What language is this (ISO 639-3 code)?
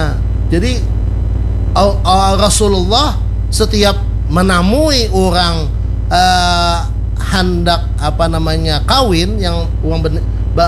bjn